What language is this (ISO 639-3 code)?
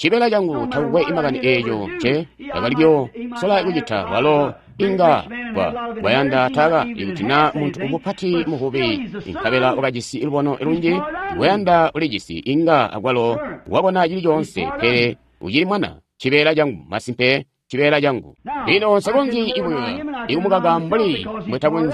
toi